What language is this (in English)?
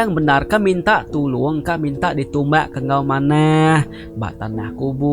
Iban